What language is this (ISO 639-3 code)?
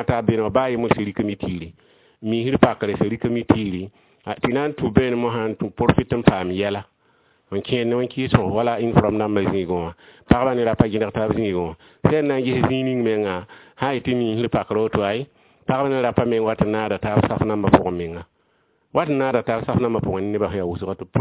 mos